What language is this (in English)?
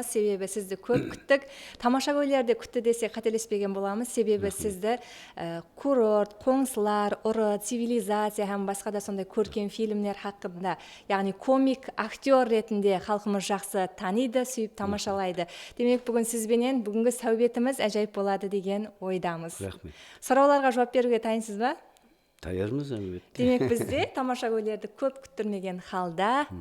Kara-Kalpak